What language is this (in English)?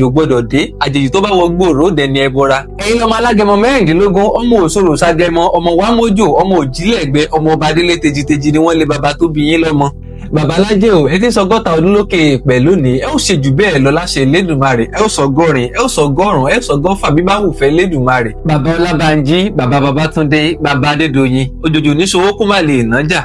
Yoruba